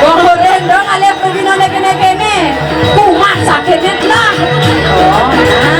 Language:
Balinese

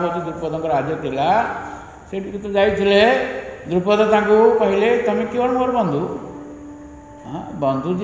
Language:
Odia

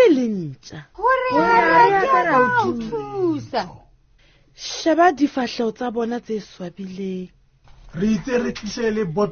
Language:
Southern Sotho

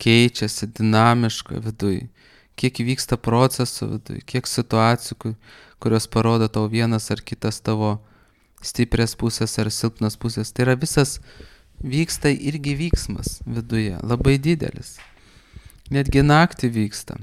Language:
Lithuanian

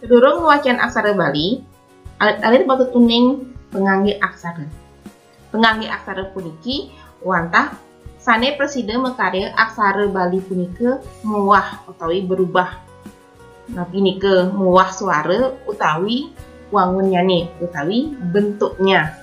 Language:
Balinese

